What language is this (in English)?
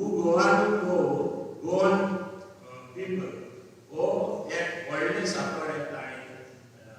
Konkani